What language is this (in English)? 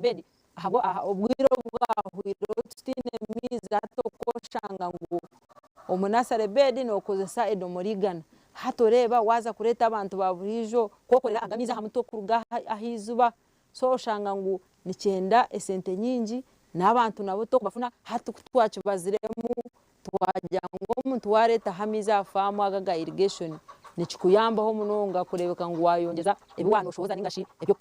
Nyankole